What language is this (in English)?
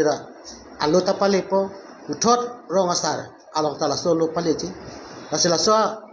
Karbi